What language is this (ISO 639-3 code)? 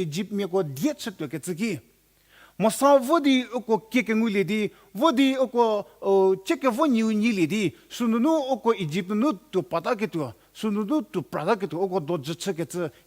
njm